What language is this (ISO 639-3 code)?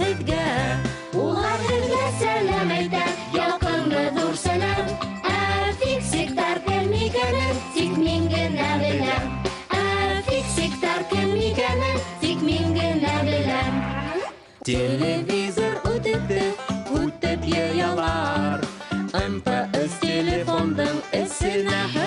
bak